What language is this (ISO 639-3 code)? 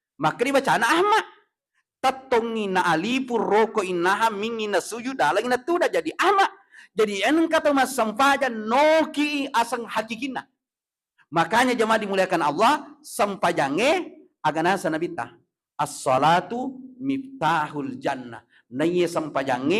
bug